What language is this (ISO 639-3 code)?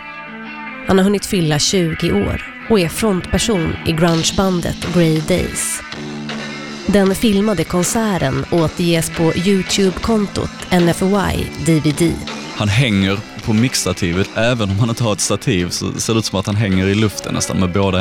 swe